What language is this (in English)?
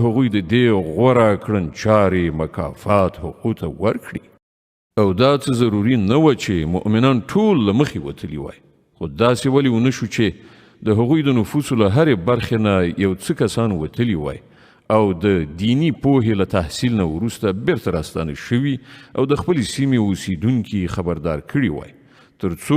Pashto